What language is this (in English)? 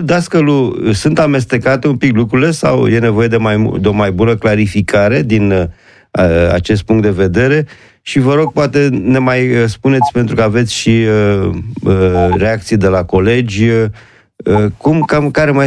Romanian